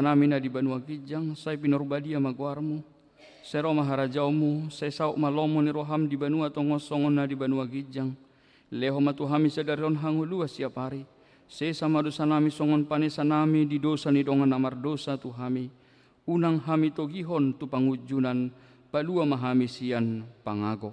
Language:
Batak Toba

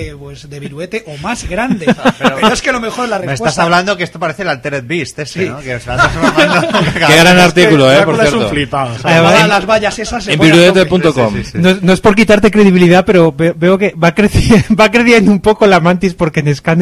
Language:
Spanish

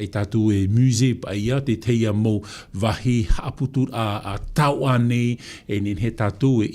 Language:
Tahitian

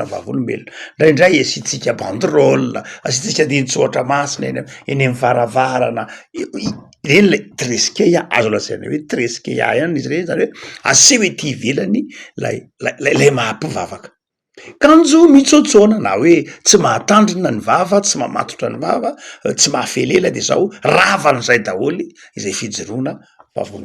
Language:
Malagasy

